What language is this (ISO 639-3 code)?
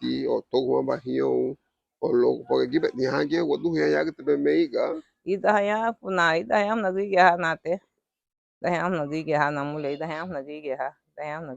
cab